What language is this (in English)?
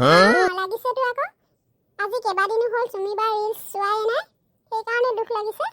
Assamese